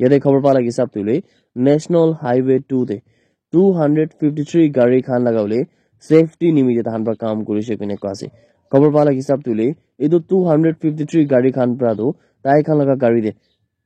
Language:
Naga Pidgin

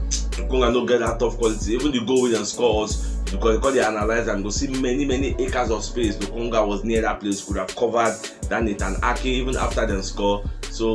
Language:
Nigerian Pidgin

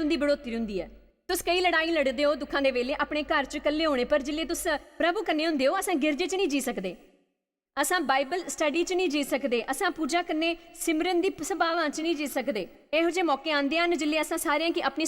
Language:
Dogri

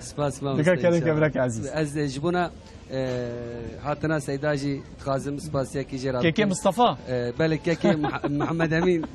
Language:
Kurdish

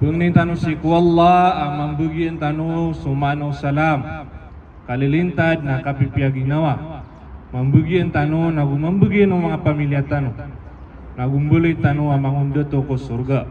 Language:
Maranao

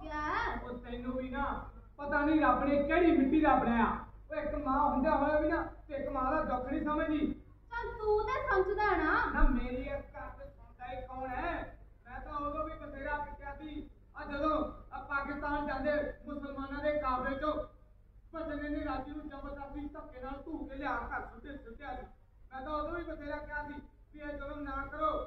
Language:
Punjabi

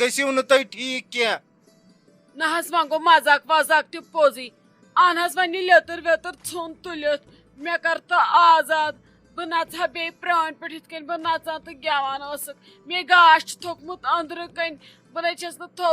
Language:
Kashmiri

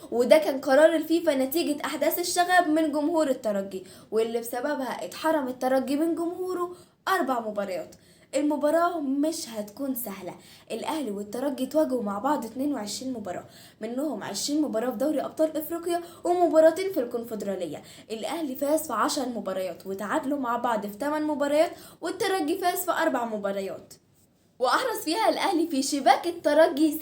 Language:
Egyptian Arabic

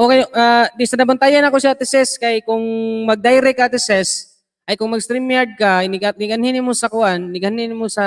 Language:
Cebuano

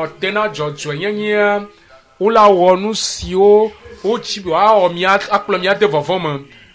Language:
Ewe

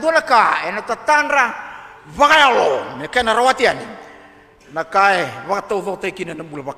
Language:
Fijian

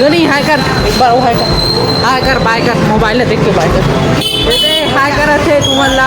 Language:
Chhattisgarhi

